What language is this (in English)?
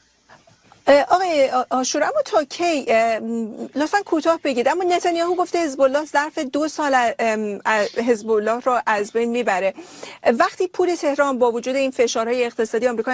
Persian